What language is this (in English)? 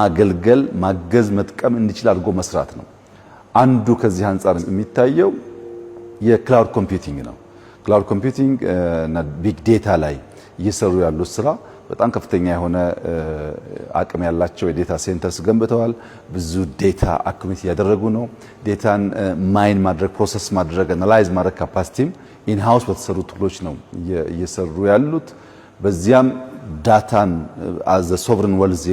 Amharic